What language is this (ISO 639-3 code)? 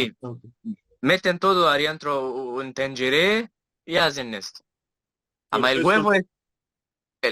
lad